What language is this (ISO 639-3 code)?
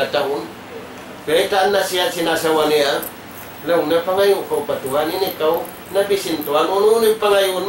tsg